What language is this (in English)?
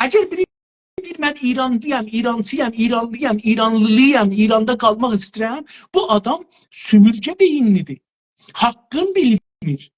South Azerbaijani